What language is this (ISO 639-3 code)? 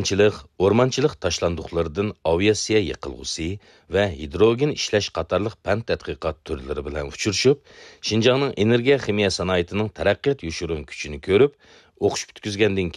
uig